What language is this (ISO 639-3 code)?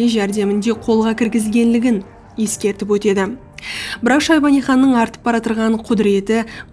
kaa